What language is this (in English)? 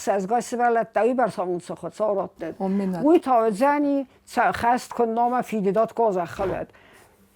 Ossetic